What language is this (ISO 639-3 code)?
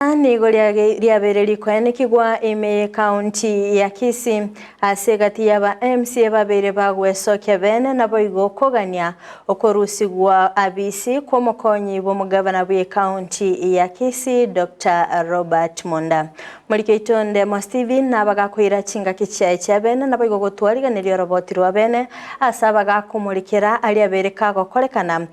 guz